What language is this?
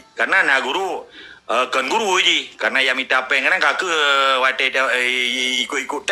Achinese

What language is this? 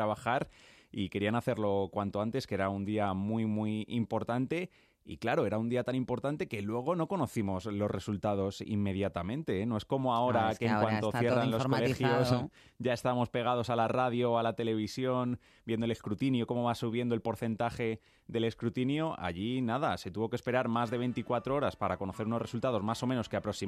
Spanish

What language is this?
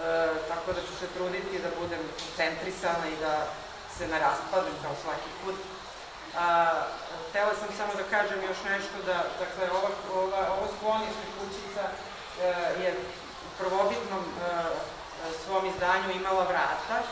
Serbian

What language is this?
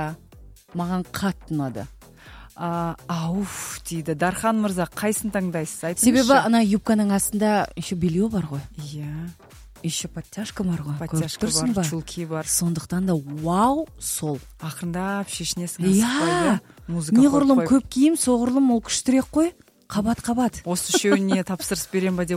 Kazakh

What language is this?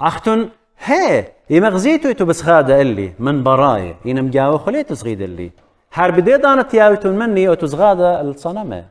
Assyrian Neo-Aramaic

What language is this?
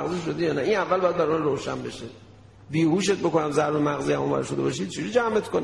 Persian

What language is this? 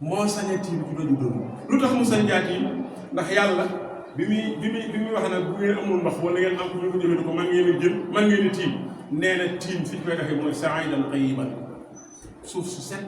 Wolof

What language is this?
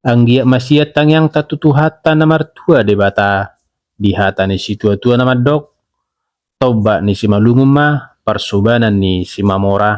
Batak Toba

